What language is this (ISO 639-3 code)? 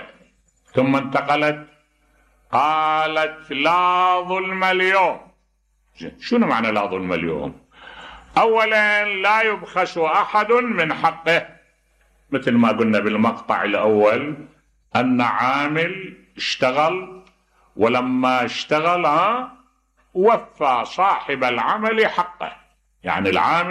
acm